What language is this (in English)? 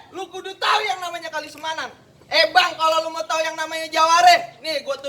Betawi